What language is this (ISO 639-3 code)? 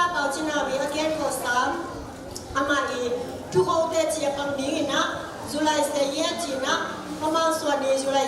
ctd